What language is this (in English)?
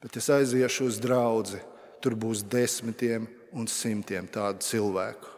Latvian